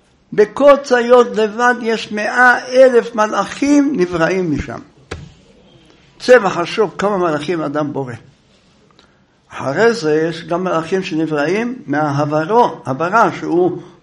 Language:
Hebrew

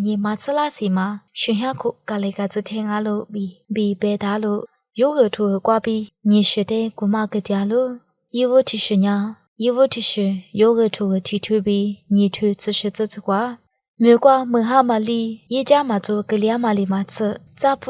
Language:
Lisu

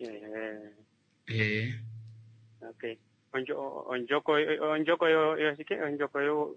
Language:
Kuanyama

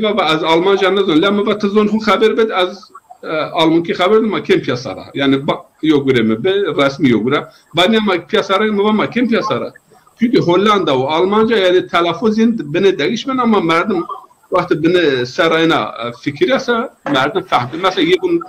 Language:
Zaza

